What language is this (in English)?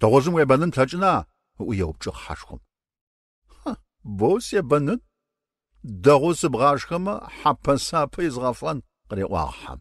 Adyghe